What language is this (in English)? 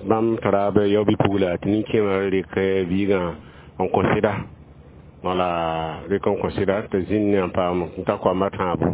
Mossi